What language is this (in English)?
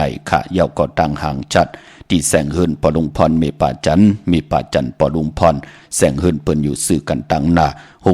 Shan